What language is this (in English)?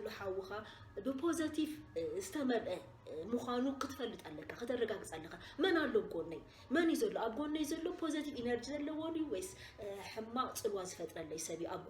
Tigrinya